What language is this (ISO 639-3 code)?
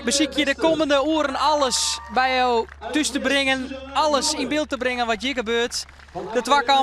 fry